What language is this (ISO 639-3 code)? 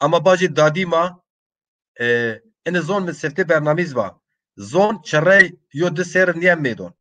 zza